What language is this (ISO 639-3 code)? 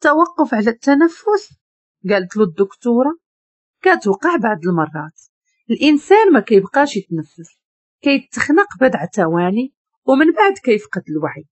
ary